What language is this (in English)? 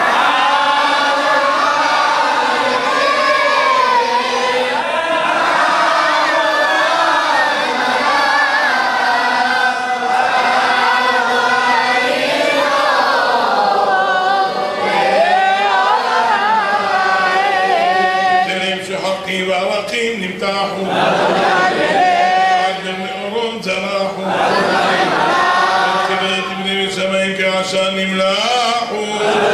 Hebrew